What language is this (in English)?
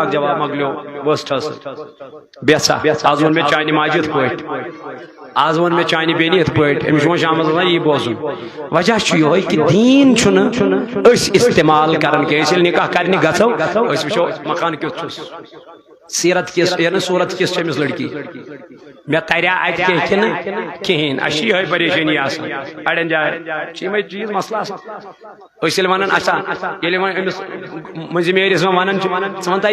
Kashmiri